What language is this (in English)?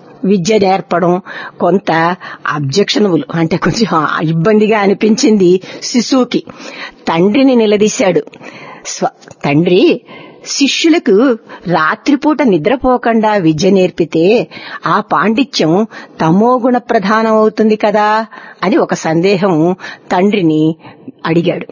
Telugu